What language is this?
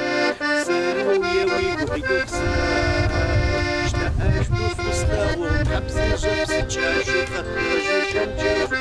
Adyghe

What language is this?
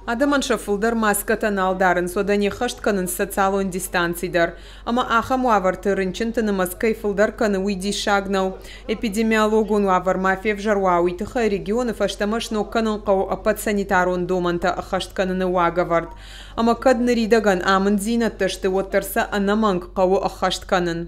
Ossetic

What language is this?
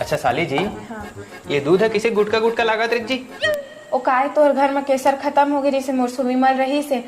Chhattisgarhi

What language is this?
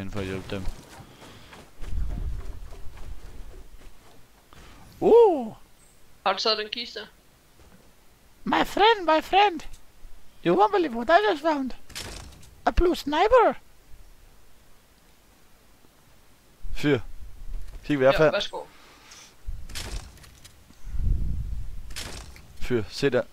Danish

